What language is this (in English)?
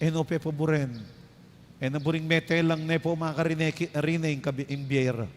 Pampanga